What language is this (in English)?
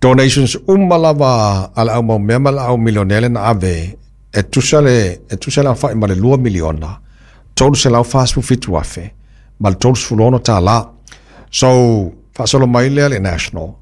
Samoan